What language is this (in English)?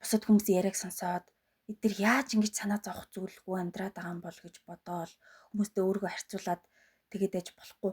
Mongolian